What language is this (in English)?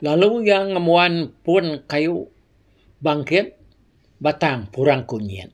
Iban